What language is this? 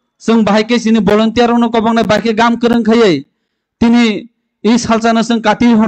Kok Borok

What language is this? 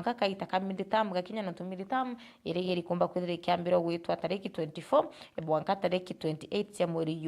Meru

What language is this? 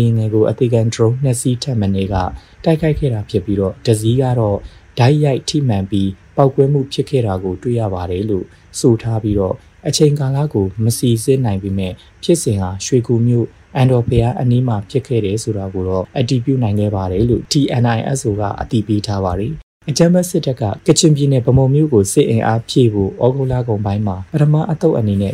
Burmese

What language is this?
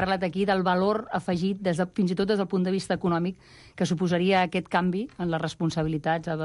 Catalan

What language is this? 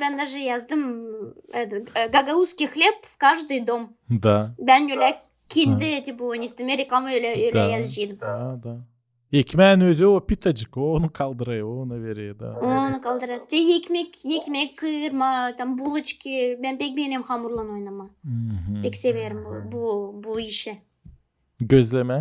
Gagauz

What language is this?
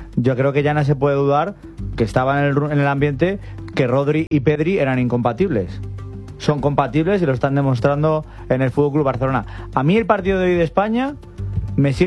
Spanish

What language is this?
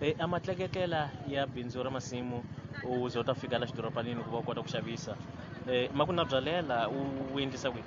Tsonga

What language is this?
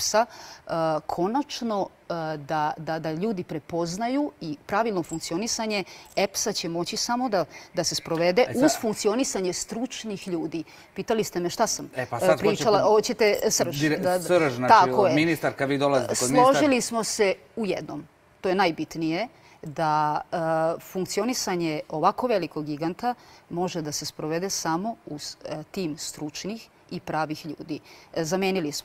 Serbian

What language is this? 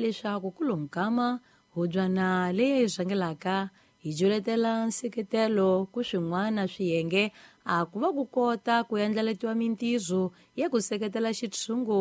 Tsonga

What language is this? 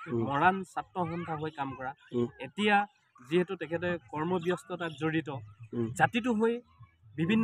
Assamese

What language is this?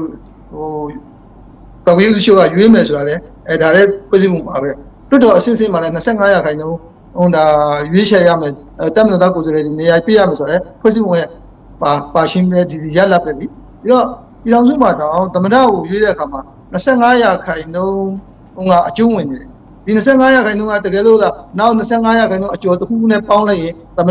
Burmese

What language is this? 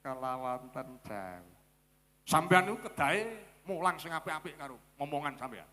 Javanese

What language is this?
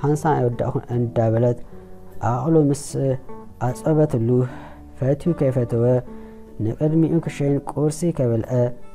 Tigrinya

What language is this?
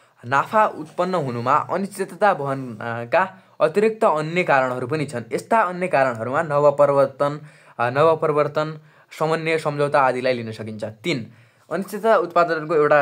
Nepali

